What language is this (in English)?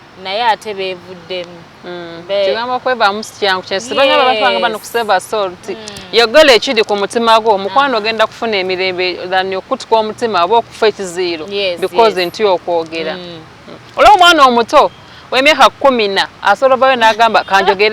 Ganda